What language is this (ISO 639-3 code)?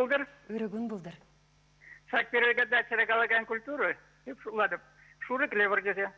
chv